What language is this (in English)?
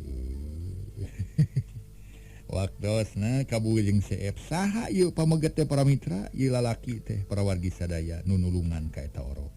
Sundanese